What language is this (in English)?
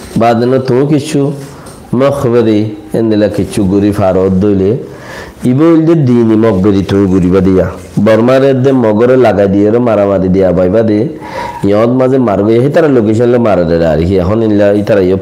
Rohingya